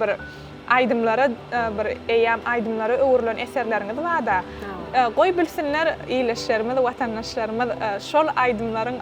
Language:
Turkmen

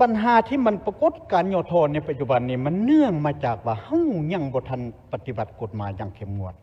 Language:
Lao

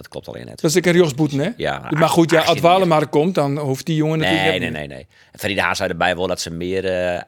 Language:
Western Frisian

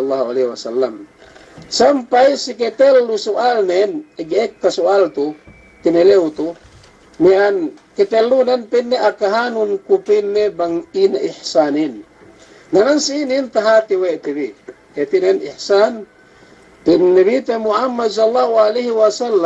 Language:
Yakan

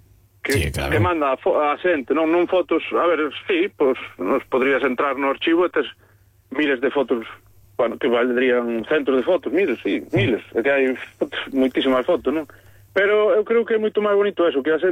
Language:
Galician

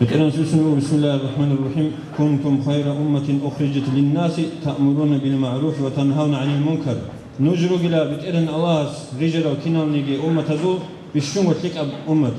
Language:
Avaric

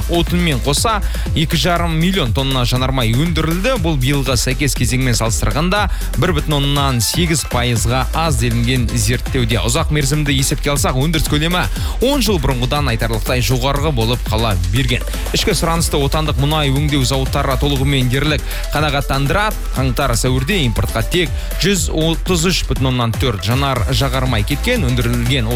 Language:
Kazakh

